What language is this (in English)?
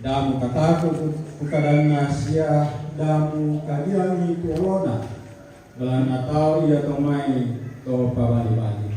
Toraja-Sa'dan